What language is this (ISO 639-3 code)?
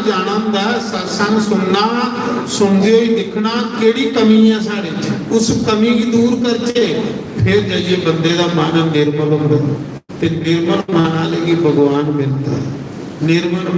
doi